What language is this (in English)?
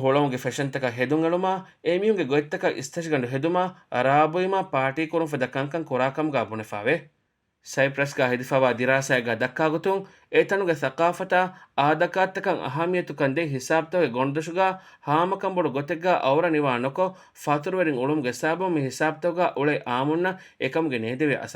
Divehi